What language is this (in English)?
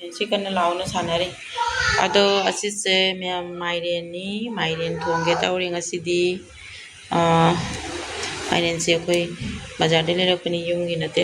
Manipuri